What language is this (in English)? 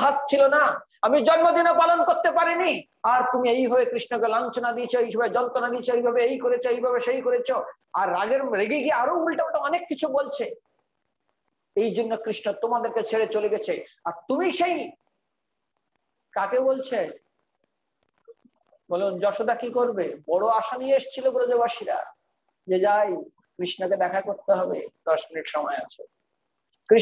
Bangla